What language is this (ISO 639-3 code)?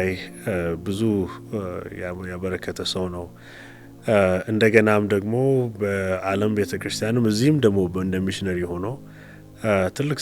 amh